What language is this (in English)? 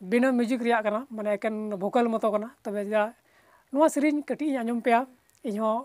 Santali